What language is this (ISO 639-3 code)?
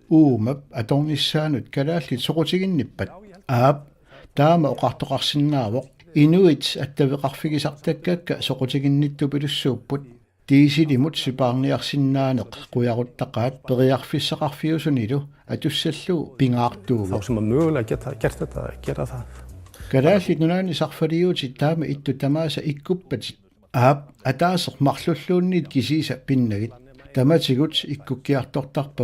kal